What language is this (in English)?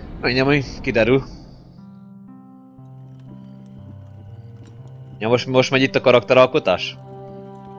Hungarian